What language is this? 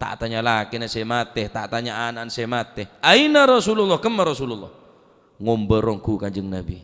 Madurese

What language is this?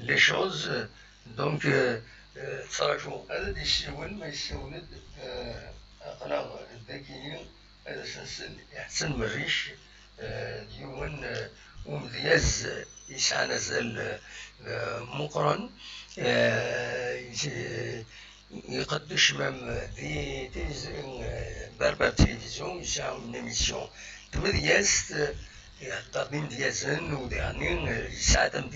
Kabyle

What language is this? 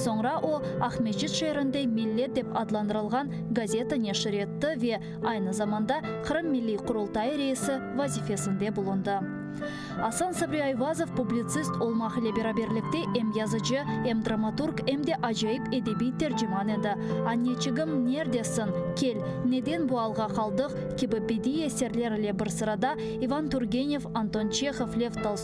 Crimean Tatar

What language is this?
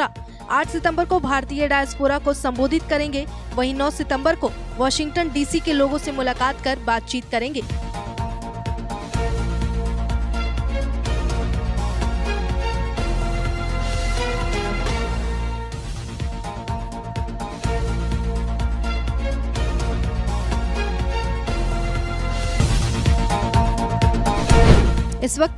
Hindi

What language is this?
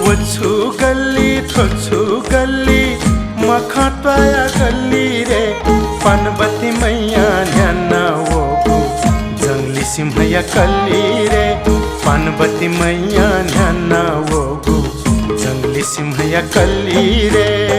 Newari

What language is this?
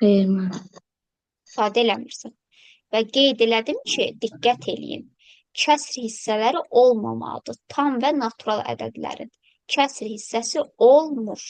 Azerbaijani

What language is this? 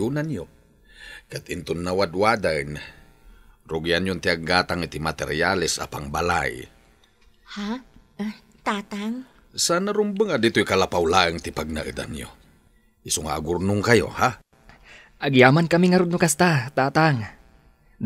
Iloko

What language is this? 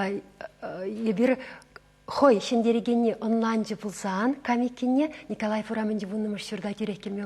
Chuvash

